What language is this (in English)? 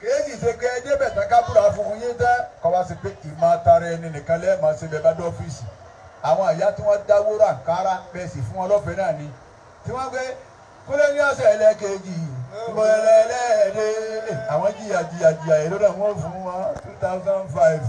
Yoruba